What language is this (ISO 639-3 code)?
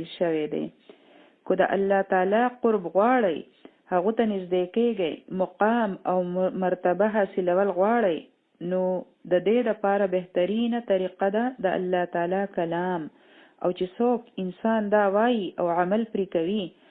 pus